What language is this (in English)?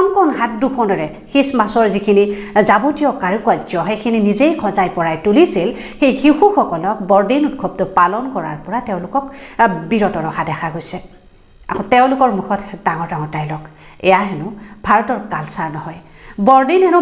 Assamese